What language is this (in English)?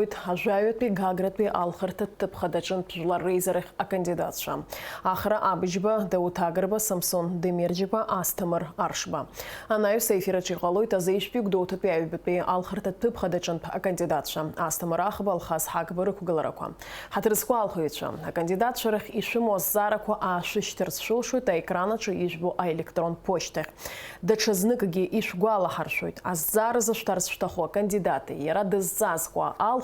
Abkhazian